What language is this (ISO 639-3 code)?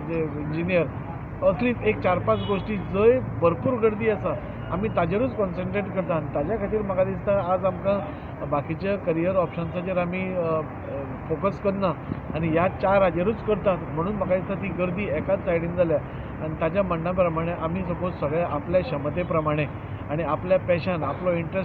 kok